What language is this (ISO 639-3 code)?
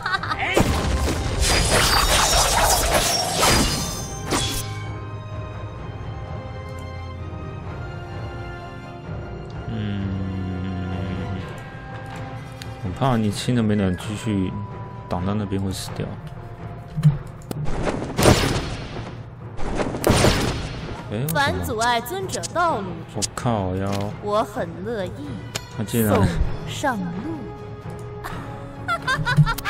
zho